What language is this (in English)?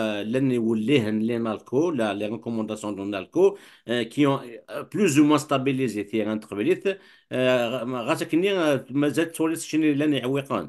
Kabyle